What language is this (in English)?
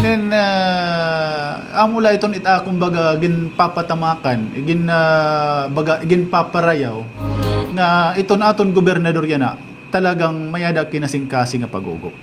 Waray